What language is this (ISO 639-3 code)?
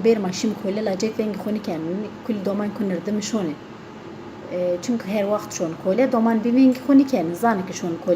zza